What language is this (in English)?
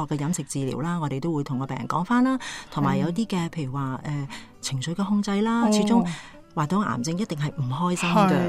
Cantonese